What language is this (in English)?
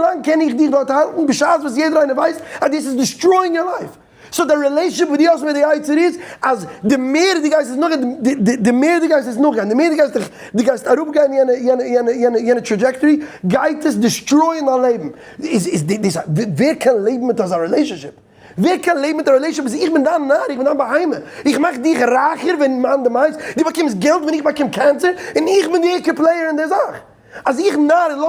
Yiddish